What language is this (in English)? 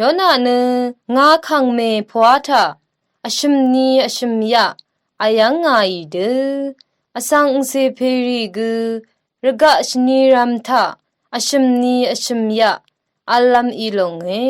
Rawang